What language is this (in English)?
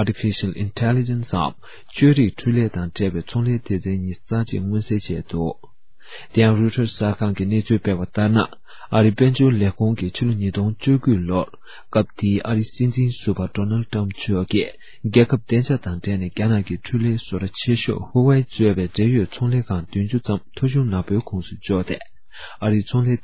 Tibetan